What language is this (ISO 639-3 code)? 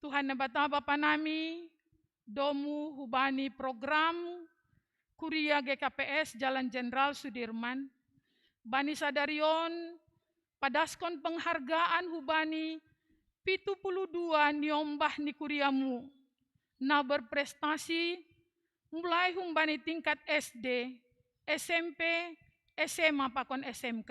bts